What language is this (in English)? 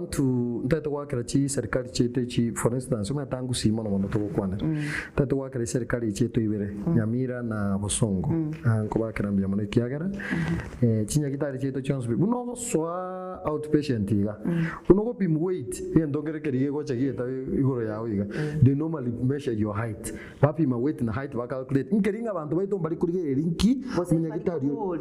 Gusii